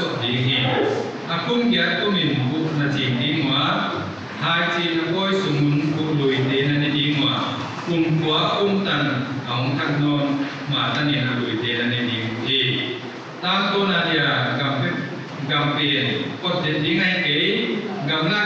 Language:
Paite Chin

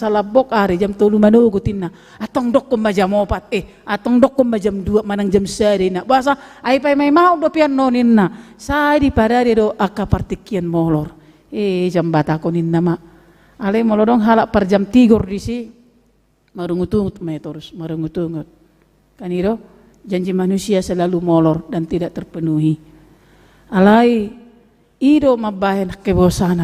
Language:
Batak Toba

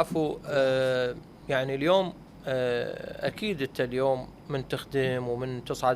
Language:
Mesopotamian Arabic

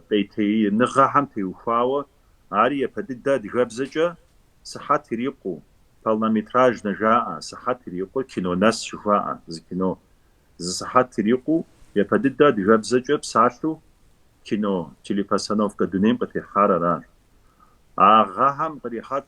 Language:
Kabardian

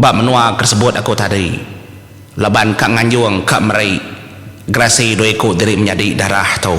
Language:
Iban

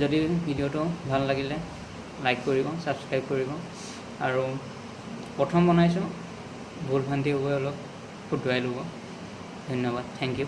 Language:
Assamese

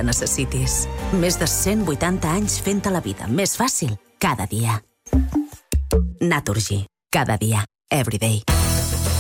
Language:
Catalan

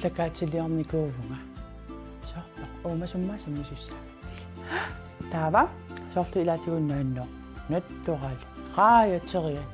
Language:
Kalaallisut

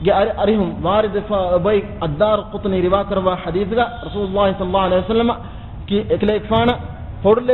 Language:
Divehi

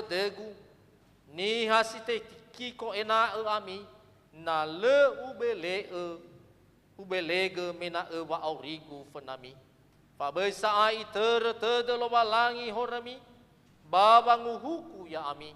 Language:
Nias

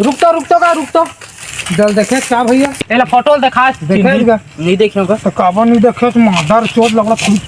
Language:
Chhattisgarhi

